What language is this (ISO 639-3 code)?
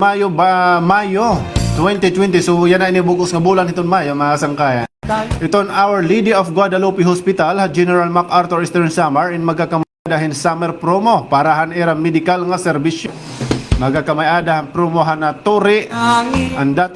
war